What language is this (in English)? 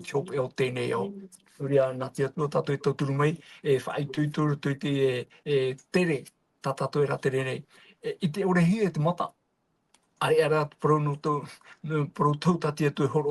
Tahitian